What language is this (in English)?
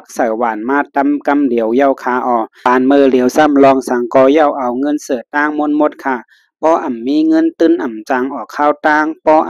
Shan